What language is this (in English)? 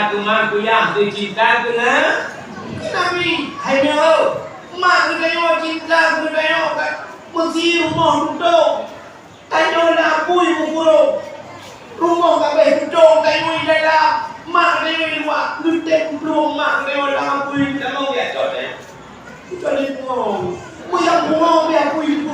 Achinese